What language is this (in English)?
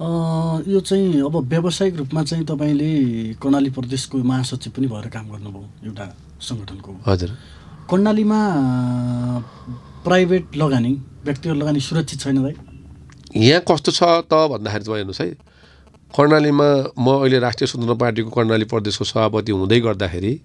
Nepali